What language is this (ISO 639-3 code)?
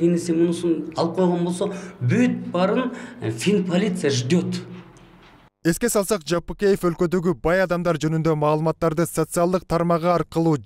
kir